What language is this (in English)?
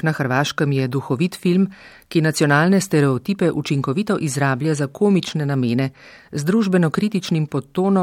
Slovenian